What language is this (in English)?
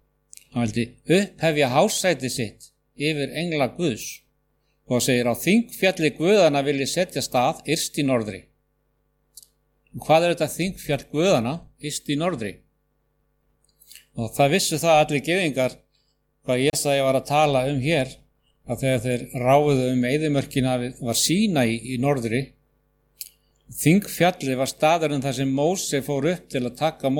Icelandic